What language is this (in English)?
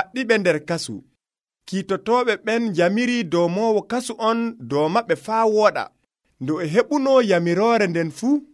Nigerian Fulfulde